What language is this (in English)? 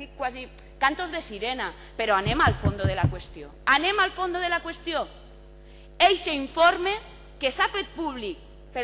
Catalan